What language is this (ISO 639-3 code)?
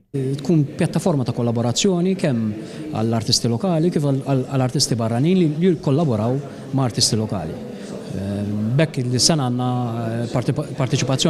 mlt